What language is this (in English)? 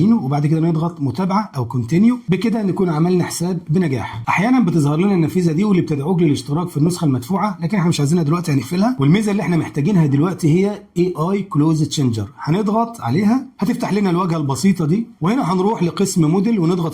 Egyptian Arabic